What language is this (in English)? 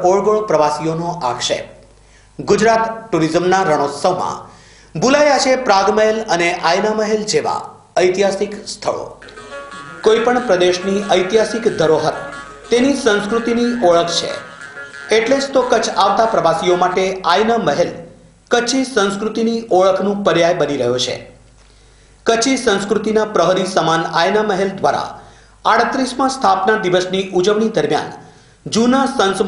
Gujarati